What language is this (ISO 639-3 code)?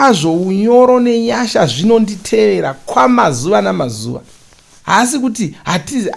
sna